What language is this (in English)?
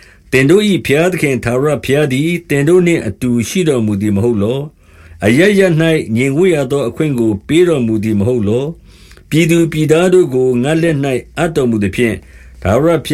Burmese